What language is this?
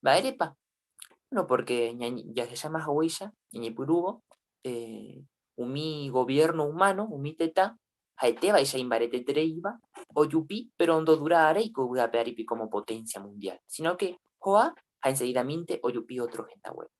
Guarani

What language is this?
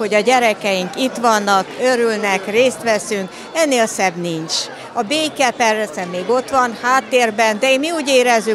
Hungarian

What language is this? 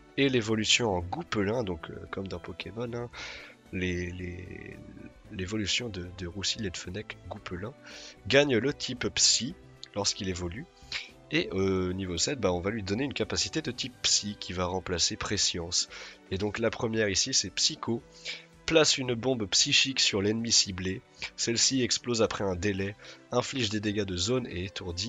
French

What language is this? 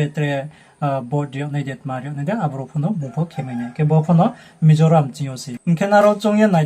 Riang (India)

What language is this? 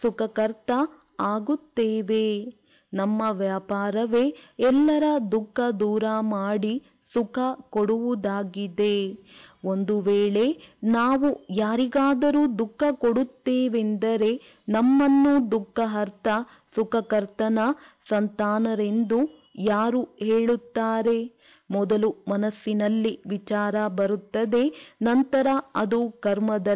Kannada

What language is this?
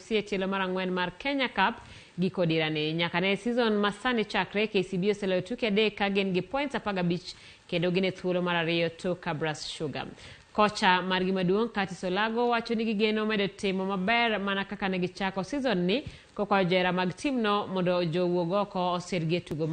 Luo (Kenya and Tanzania)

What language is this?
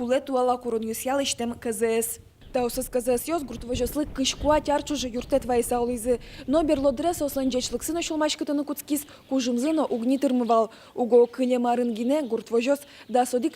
Udmurt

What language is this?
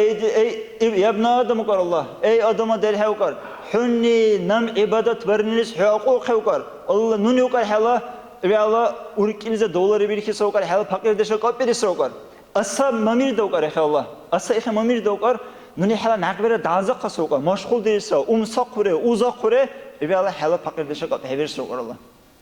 Dargwa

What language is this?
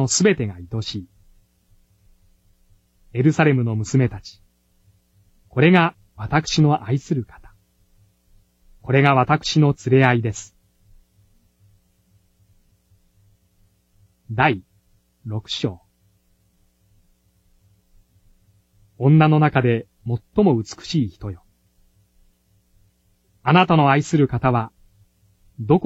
Japanese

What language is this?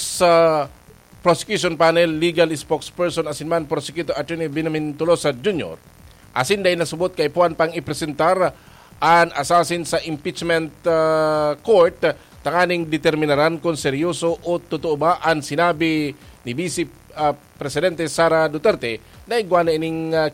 Bikol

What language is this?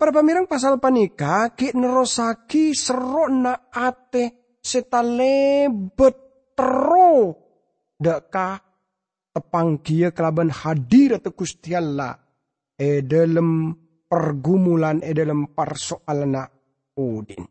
Madurese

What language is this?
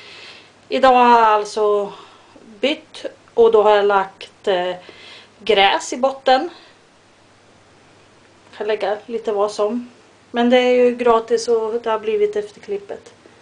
Swedish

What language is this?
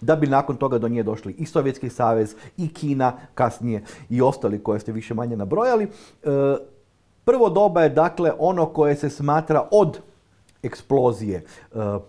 Croatian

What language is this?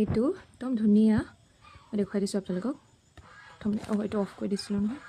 Assamese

